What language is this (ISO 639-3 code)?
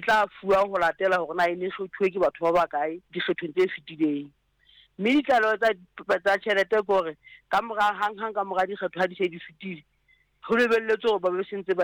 sot